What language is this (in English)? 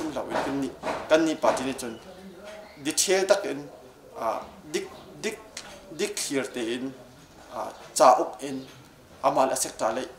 Hakha Chin